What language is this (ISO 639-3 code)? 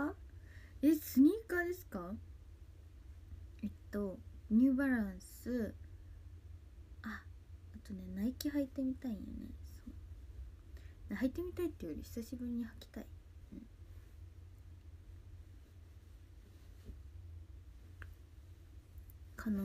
jpn